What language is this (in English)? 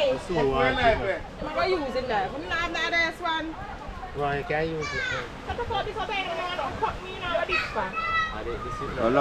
Jamaican Creole English